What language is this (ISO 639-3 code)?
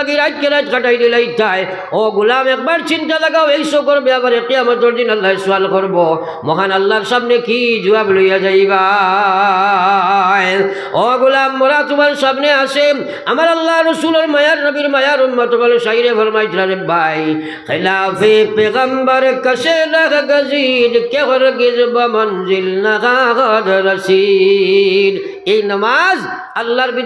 syl